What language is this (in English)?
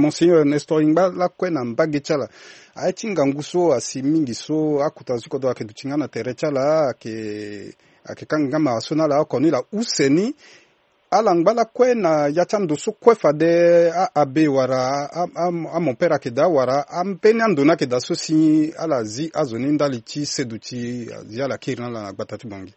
Sango